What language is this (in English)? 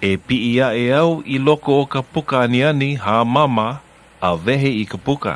Hawaiian